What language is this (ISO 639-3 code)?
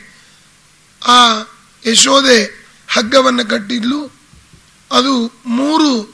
kan